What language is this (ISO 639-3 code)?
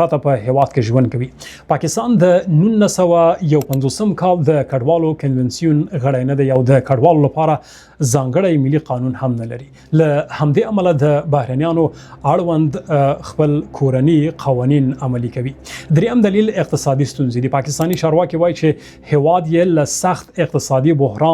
pus